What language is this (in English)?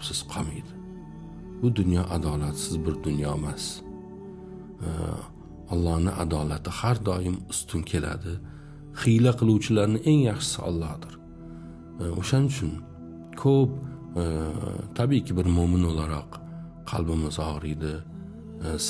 Uzbek